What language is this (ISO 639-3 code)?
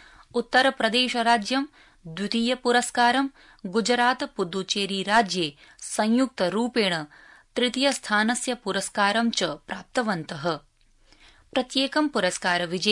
san